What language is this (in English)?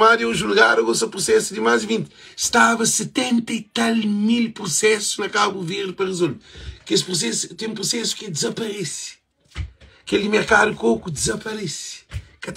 Kabuverdianu